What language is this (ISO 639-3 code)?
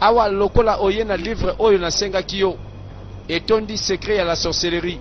lin